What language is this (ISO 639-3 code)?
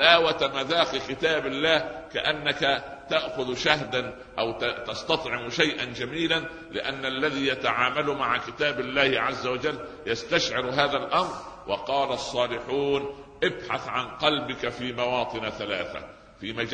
ara